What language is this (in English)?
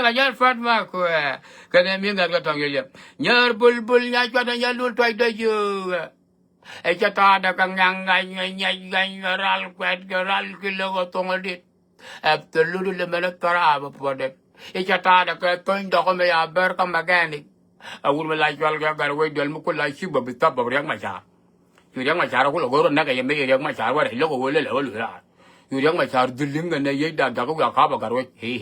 Nuer